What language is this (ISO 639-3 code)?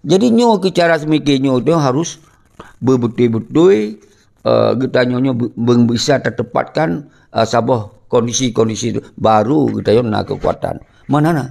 ace